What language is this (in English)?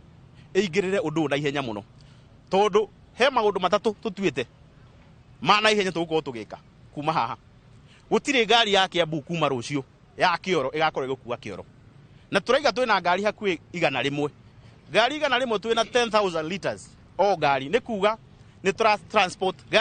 Kikuyu